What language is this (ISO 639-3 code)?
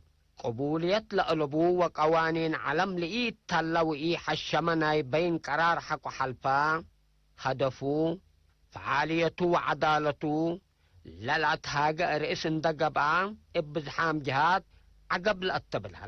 tig